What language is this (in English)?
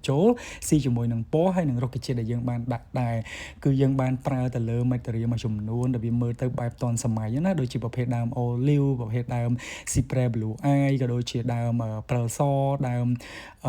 Khmer